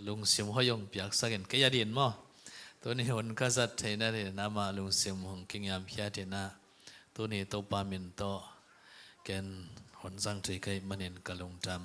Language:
Tedim Chin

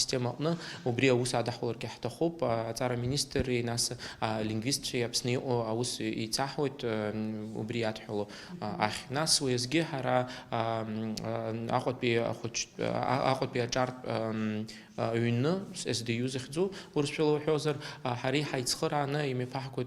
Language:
Abkhazian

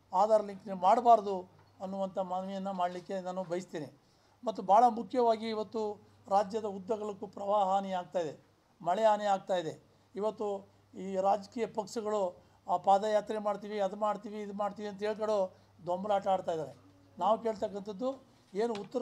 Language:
Kannada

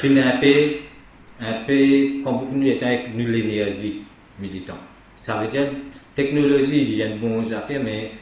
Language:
Morisyen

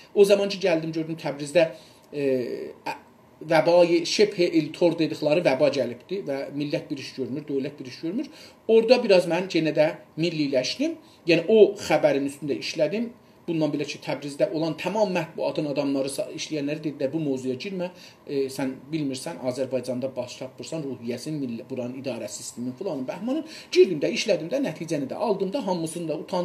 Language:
South Azerbaijani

